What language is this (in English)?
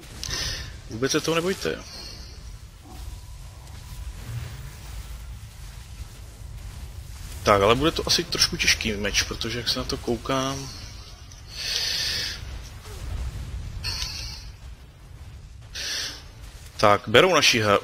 Czech